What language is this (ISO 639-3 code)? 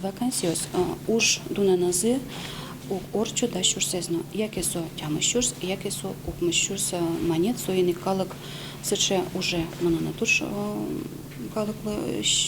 udm